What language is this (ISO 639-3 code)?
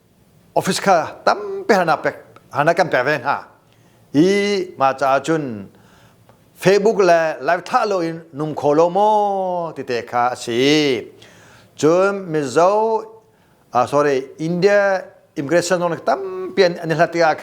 cnh